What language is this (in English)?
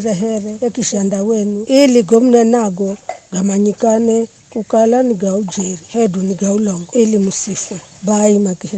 Giryama